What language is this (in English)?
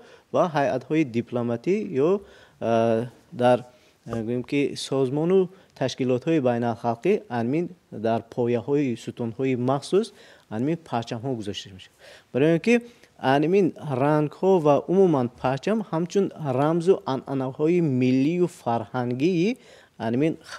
Tajik